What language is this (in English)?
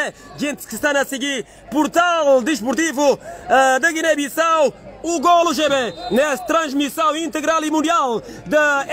Portuguese